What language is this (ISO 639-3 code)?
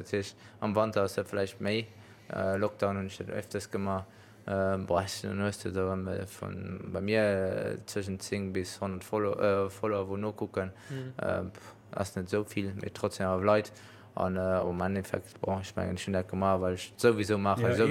ltz